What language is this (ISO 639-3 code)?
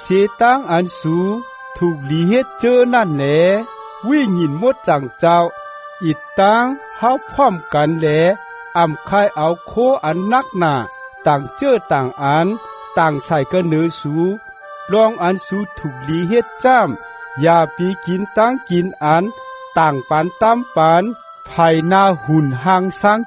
shn